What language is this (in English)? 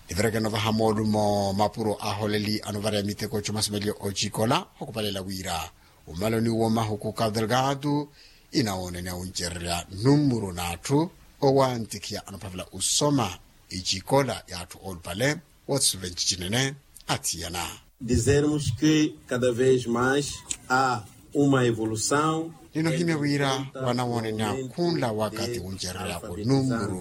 Makhuwa